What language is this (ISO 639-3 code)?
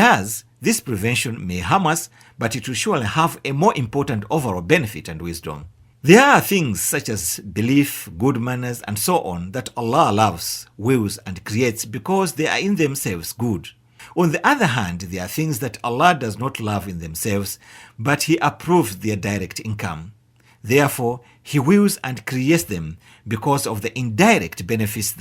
eng